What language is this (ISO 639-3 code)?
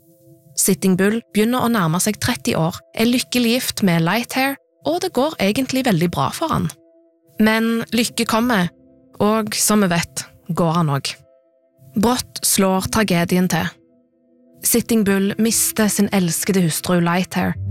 nor